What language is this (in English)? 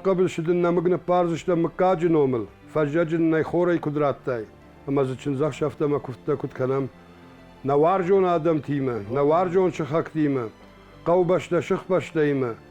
Ossetic